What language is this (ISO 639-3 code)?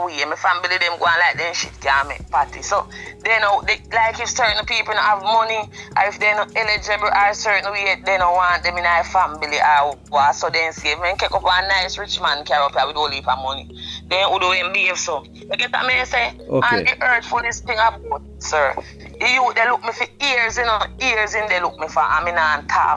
jam